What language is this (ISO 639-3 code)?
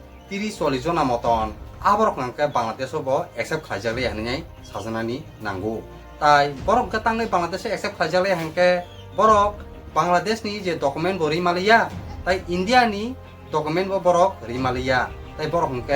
trp